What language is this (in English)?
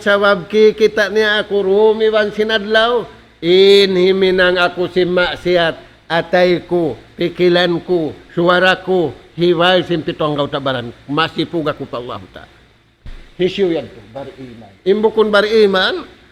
Tausug